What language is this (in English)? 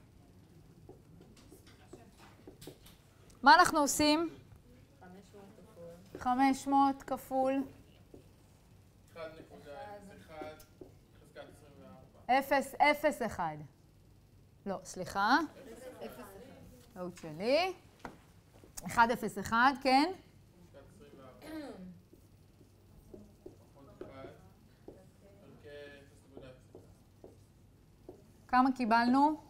Hebrew